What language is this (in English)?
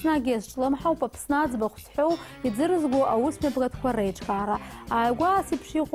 Abkhazian